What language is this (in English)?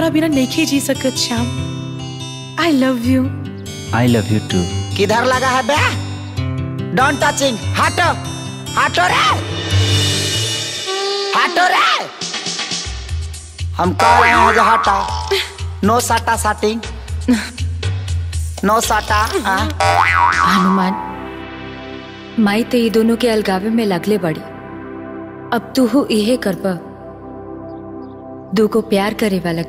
Bhojpuri